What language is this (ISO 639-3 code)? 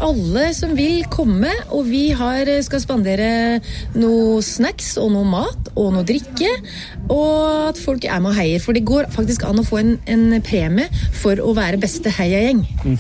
nor